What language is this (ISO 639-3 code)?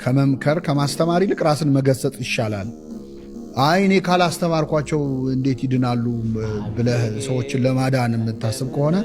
amh